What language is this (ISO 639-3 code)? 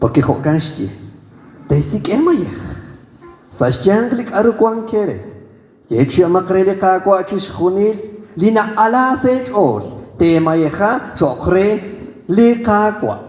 kek